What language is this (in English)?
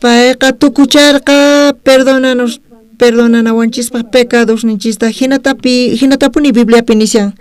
South Bolivian Quechua